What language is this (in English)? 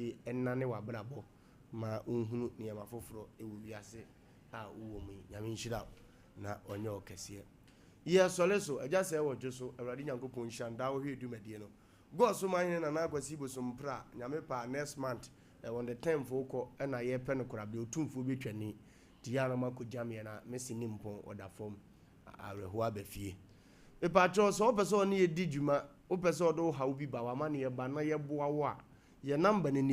Akan